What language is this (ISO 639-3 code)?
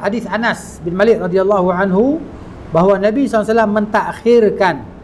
msa